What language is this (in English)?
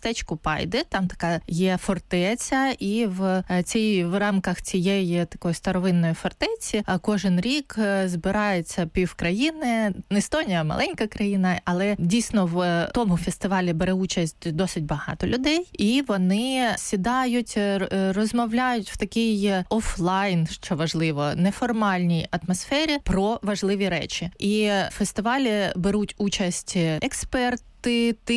Ukrainian